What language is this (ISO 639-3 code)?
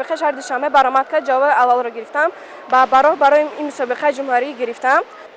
tgk